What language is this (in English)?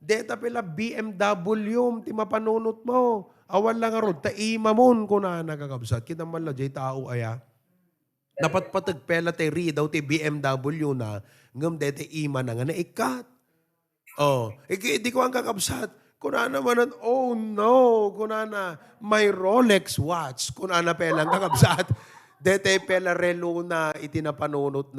Iloko